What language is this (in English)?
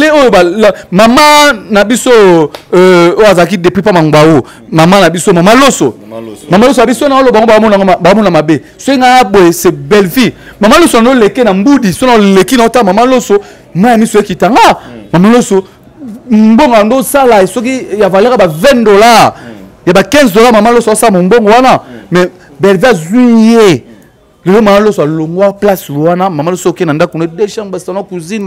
Lingala